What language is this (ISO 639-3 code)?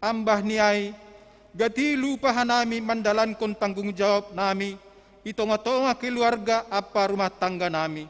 bts